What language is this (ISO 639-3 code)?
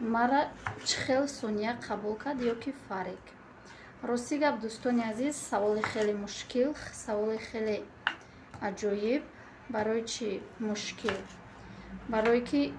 tgk